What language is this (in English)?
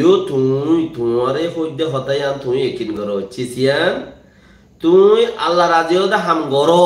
Rohingya